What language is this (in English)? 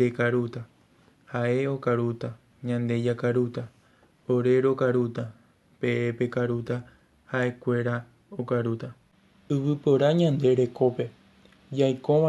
Guarani